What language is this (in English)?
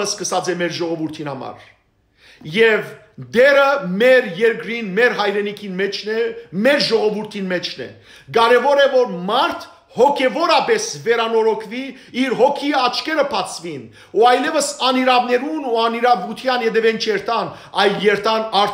Western Armenian